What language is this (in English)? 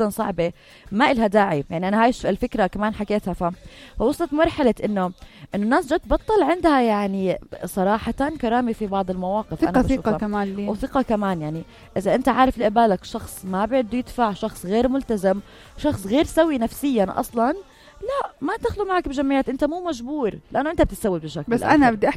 North Levantine Arabic